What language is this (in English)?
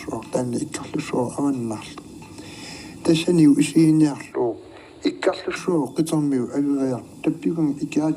Kalaallisut